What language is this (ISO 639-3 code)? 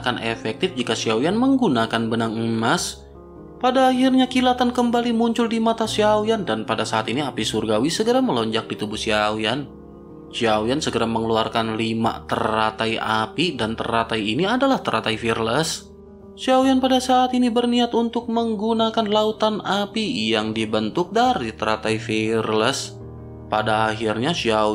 ind